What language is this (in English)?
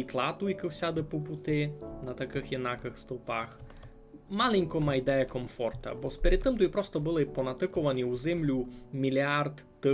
Rusyn